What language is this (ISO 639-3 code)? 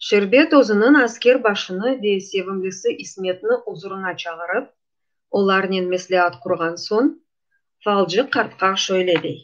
crh